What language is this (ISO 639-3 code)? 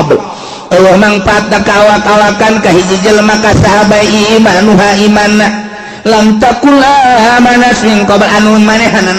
sun